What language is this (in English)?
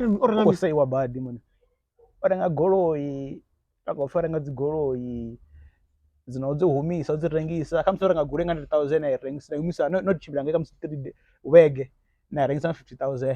Venda